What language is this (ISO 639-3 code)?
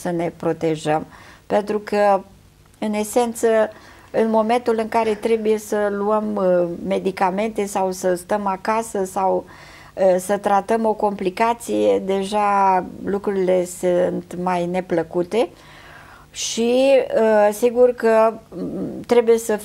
ron